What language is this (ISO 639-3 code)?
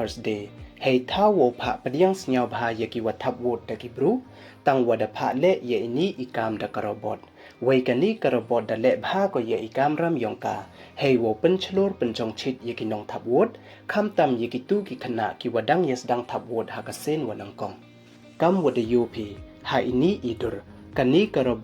pbv